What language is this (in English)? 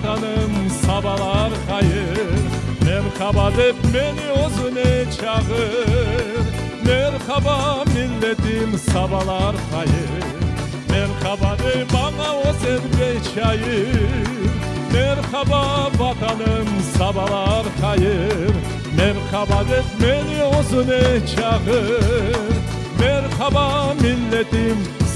Crimean Tatar